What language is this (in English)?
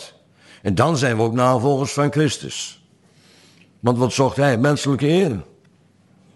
Dutch